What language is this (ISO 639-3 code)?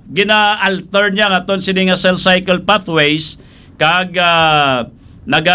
hil